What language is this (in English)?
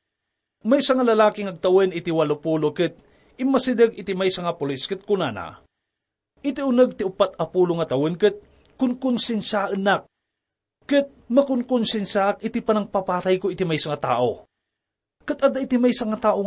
Iloko